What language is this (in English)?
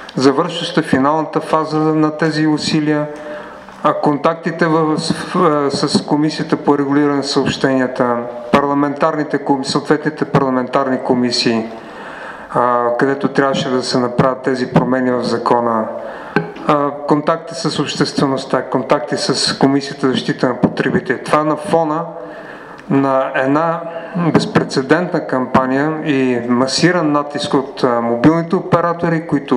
Bulgarian